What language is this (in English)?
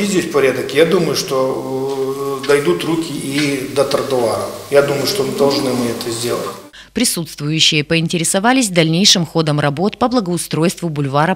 Russian